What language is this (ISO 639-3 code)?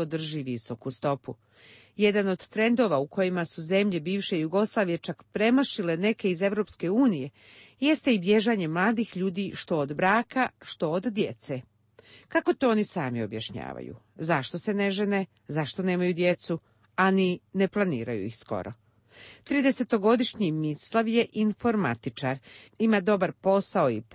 hrv